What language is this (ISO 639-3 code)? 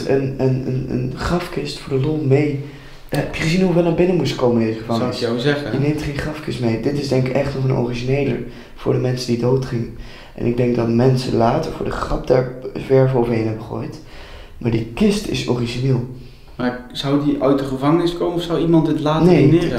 nld